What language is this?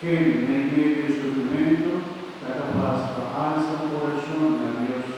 Papiamento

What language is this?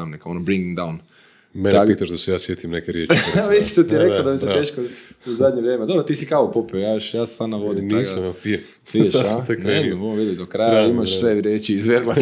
Croatian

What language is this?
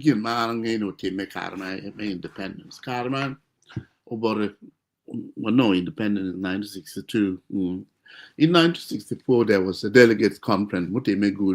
Acoli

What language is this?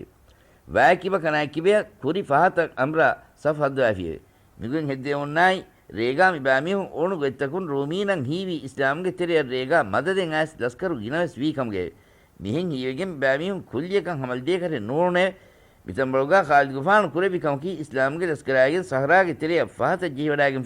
Divehi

